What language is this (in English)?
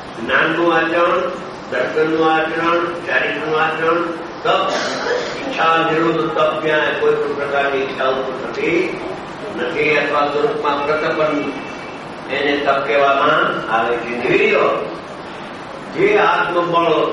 Gujarati